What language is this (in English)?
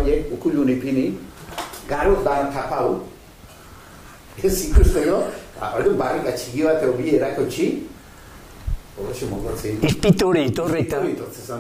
Basque